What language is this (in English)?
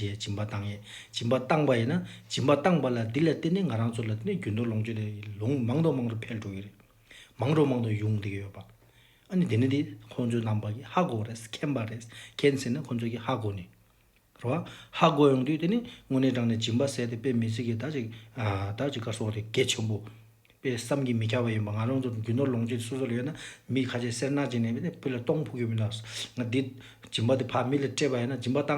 Tibetan